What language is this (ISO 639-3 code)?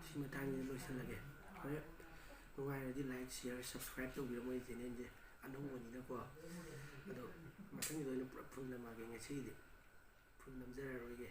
mni